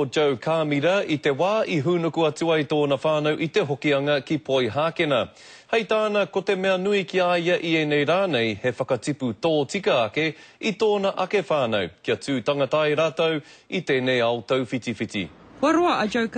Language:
Māori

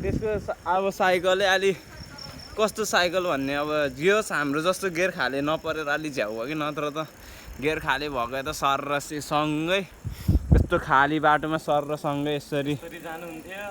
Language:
Nepali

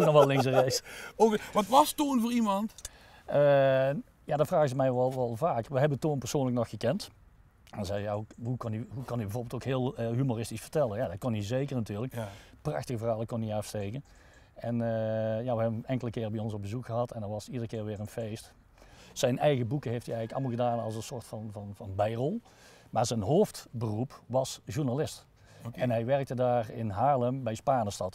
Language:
Limburgish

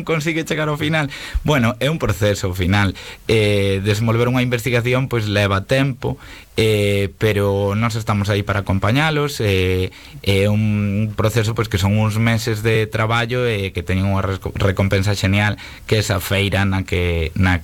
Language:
Galician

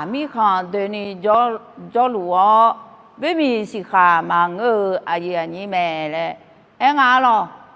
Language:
Akha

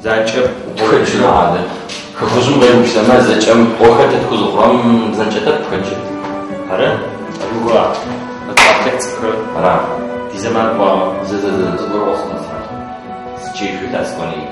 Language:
Adyghe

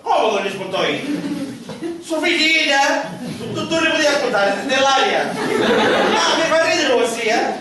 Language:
Sicilian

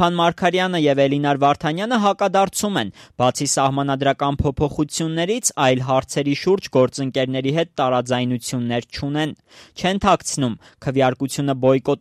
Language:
Armenian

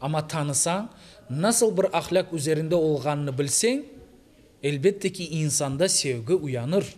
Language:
Crimean Tatar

